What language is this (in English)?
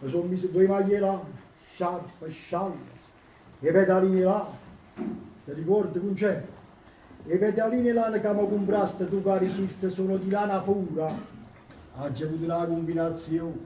Neapolitan